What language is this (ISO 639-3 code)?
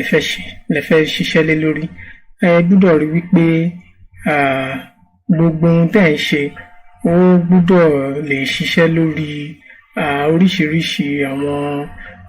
yor